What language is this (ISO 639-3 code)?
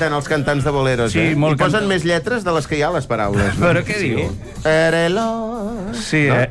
cat